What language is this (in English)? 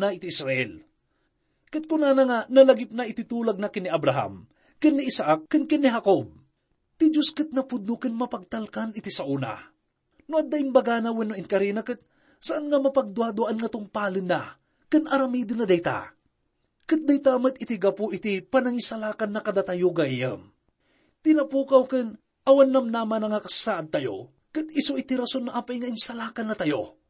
Iloko